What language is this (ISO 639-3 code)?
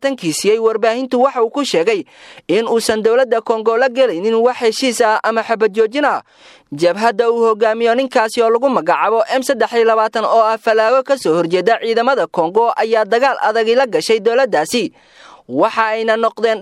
som